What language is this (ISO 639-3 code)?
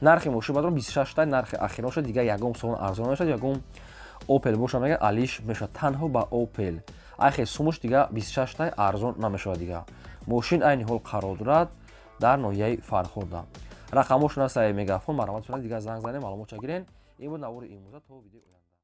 tgk